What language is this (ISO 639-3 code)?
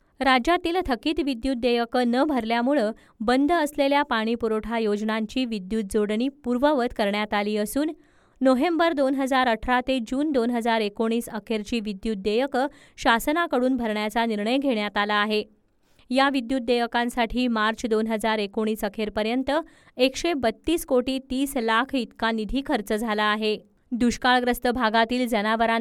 mar